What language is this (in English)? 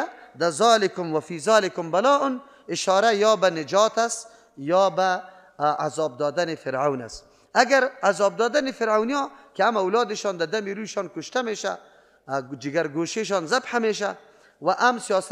Persian